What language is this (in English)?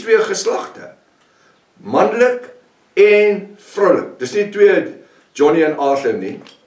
Afrikaans